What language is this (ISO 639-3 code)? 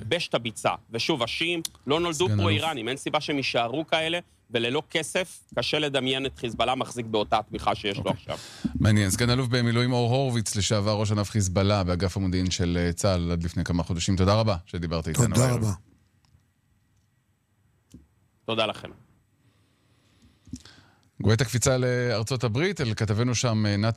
heb